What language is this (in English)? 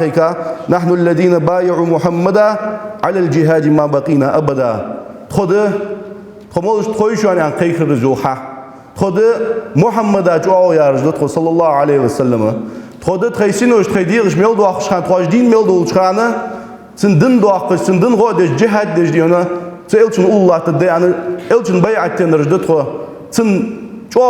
Ingush